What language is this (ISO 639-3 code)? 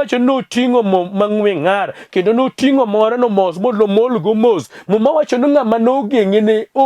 luo